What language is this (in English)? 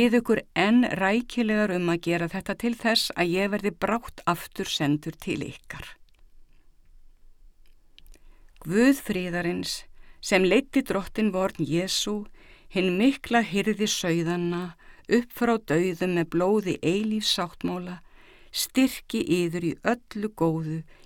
Icelandic